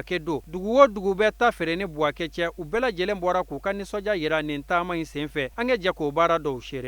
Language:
Bambara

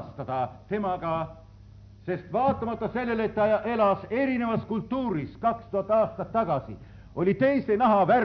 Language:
Estonian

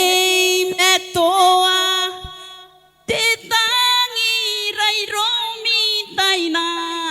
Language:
Gilbertese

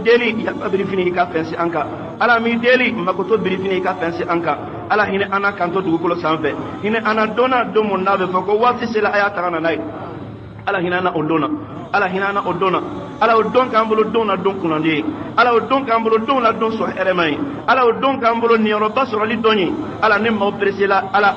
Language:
Bambara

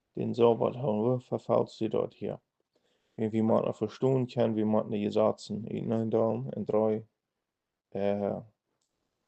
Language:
Plautdietsch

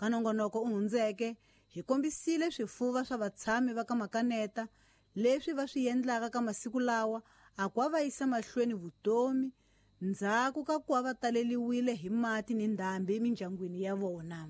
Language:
Tsonga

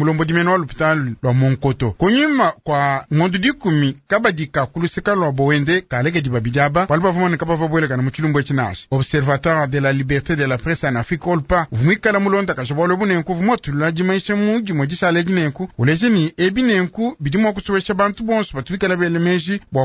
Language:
Luba-Lulua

